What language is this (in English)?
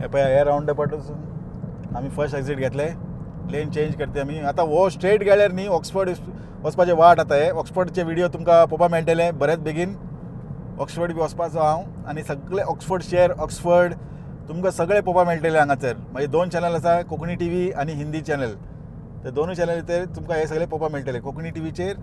Konkani